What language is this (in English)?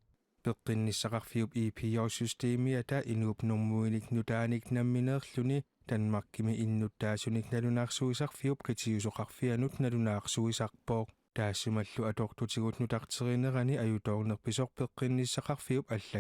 Kalaallisut